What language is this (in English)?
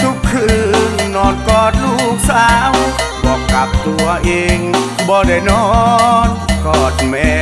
Northeastern Thai